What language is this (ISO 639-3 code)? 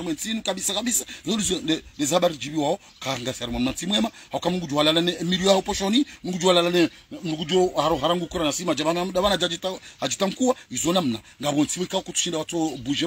swa